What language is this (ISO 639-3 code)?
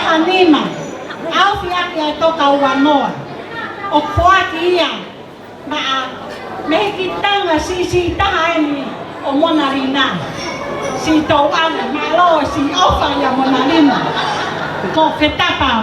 ton